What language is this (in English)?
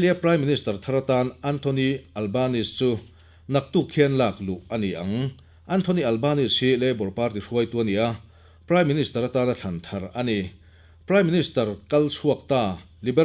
Mizo